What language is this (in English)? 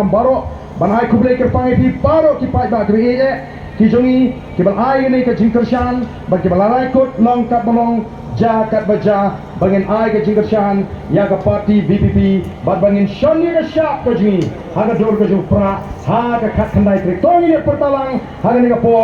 Khasi